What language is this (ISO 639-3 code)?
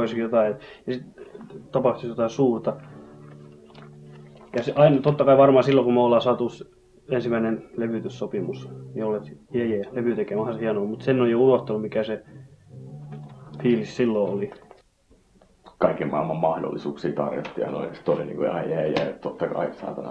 fin